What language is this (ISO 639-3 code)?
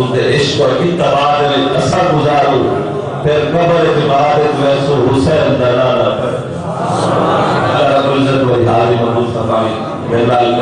skr